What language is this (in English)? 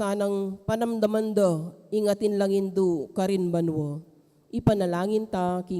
Pampanga